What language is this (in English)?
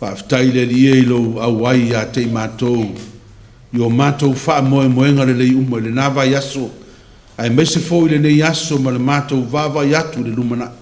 Samoan